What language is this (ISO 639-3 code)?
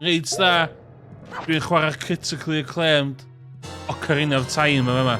cym